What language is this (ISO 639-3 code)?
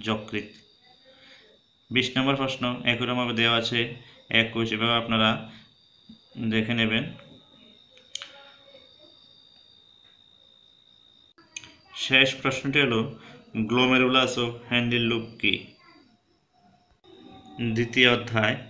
ben